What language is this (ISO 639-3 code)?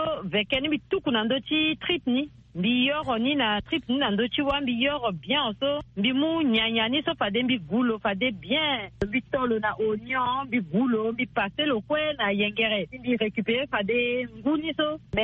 sag